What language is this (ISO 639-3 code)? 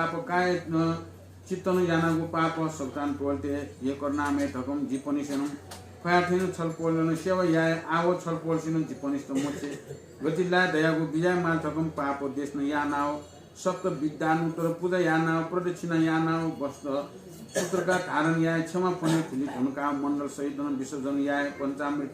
new